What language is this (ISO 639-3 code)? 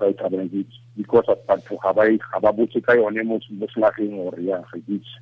tsn